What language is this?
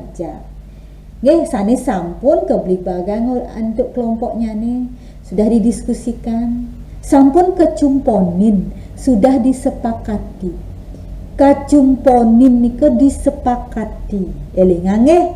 Balinese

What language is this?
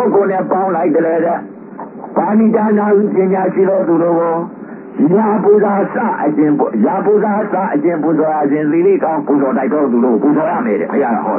Burmese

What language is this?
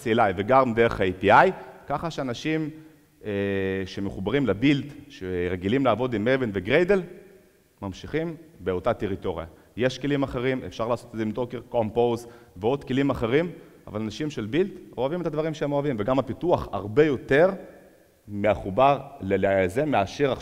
Hebrew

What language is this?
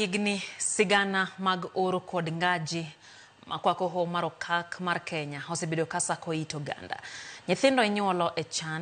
Luo (Kenya and Tanzania)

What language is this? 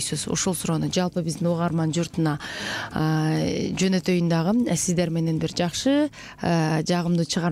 Kyrgyz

